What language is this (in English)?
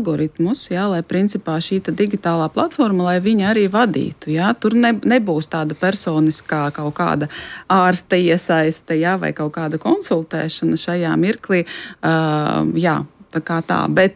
Latvian